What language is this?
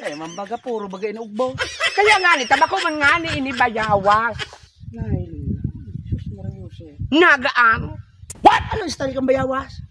Bikol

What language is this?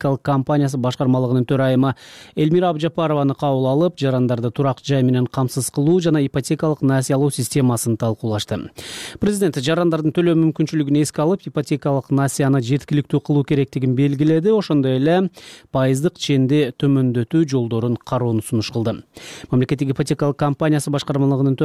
Kyrgyz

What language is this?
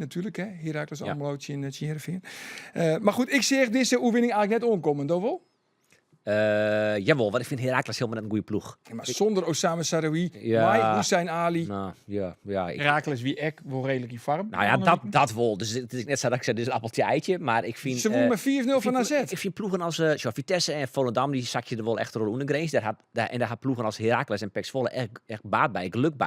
Western Frisian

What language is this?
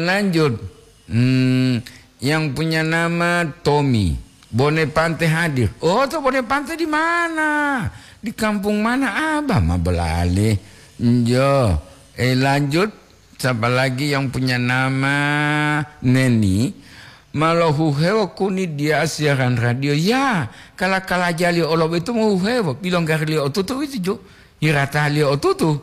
Gorontalo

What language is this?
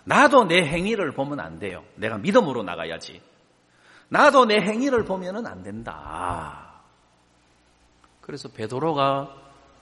Korean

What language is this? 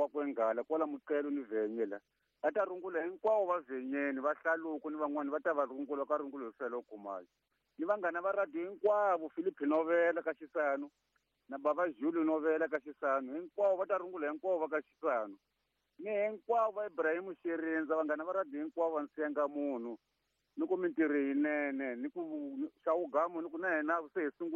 Tsonga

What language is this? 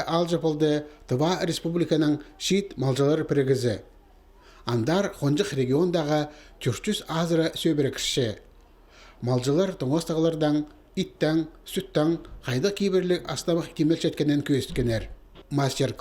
Khakas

